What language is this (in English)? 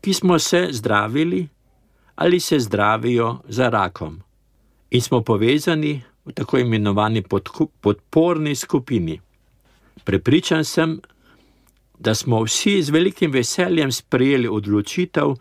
Slovenian